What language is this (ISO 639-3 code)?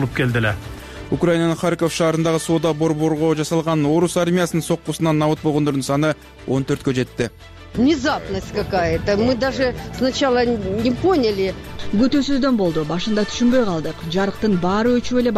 kir